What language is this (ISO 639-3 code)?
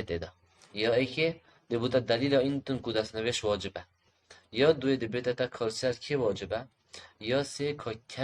kur